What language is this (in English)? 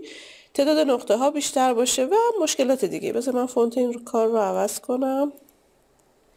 Persian